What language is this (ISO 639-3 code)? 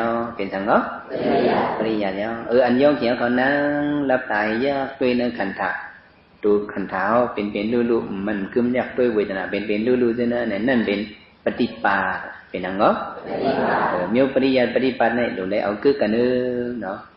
shn